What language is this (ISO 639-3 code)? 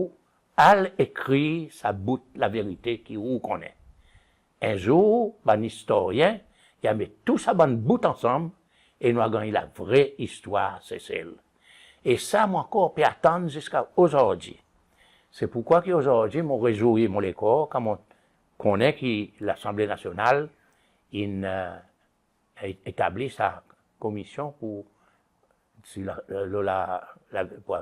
crs